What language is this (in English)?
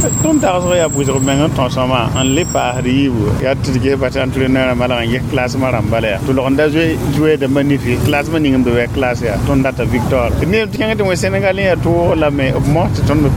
Mossi